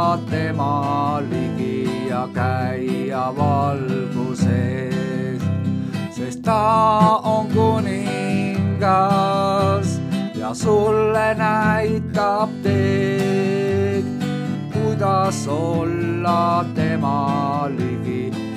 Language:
Estonian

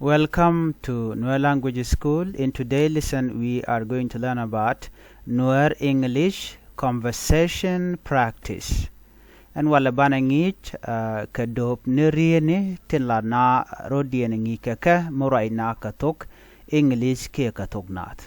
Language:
Nuer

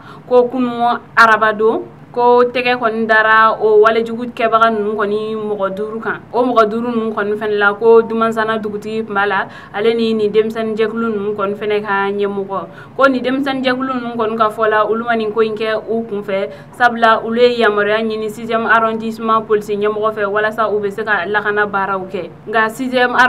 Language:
Bambara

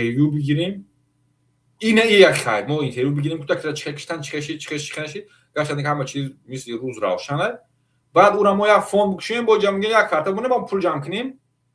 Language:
Tajik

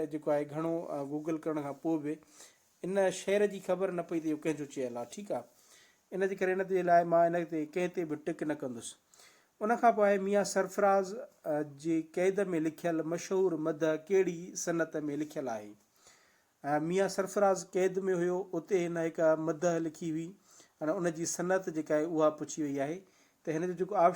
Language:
Sindhi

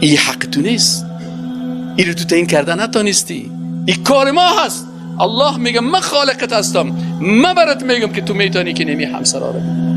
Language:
Persian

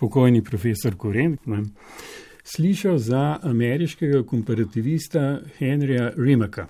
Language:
Slovenian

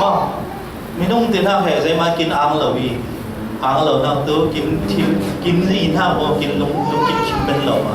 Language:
Falam Chin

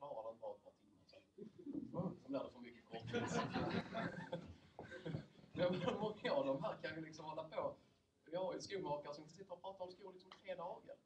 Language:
Swedish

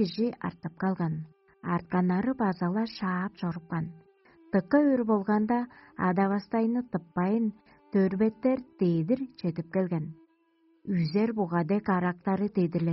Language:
Tuvinian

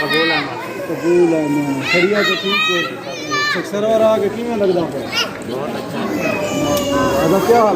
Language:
Saraiki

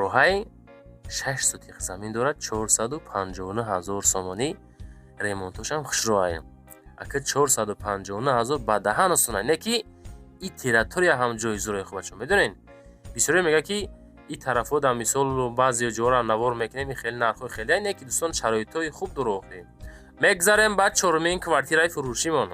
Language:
Tajik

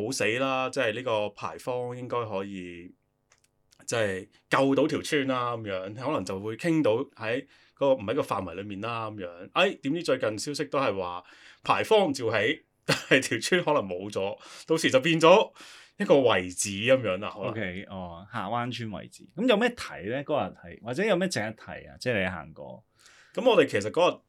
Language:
Cantonese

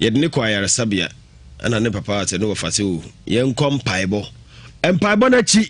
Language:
Akan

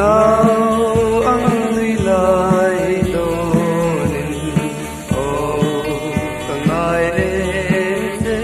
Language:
Hmar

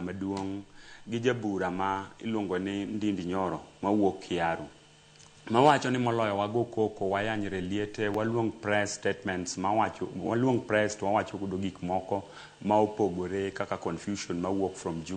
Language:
Luo (Kenya and Tanzania)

